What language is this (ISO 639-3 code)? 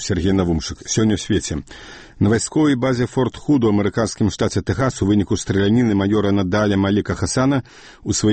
bel